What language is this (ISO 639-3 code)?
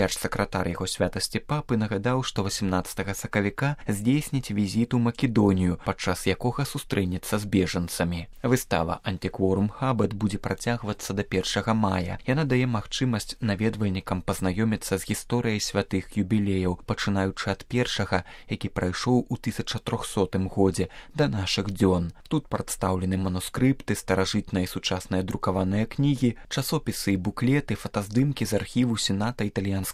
bel